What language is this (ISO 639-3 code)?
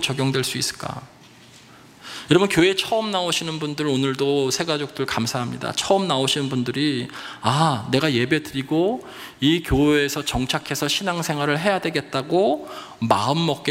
kor